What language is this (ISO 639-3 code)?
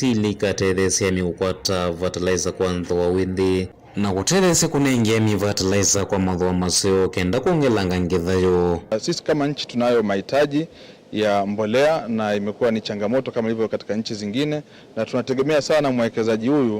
kam